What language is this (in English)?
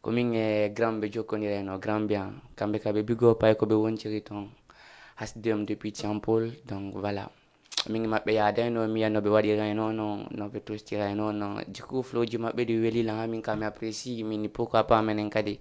Fula